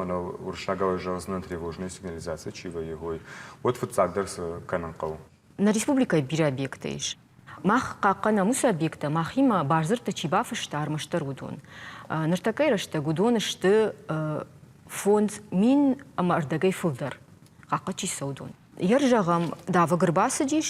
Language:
Ossetic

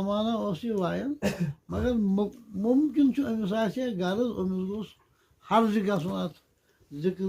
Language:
Kashmiri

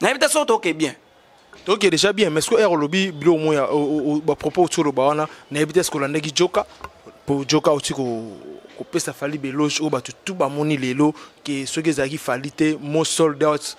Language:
Lingala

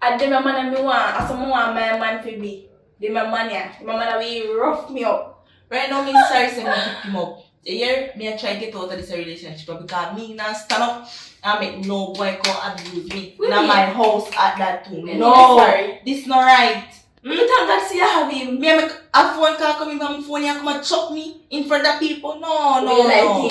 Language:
Jamaican Creole English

